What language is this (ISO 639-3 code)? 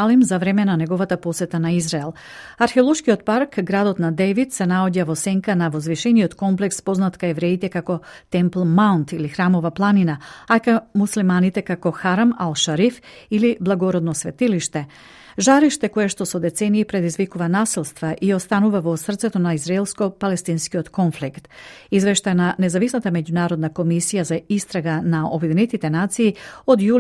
mkd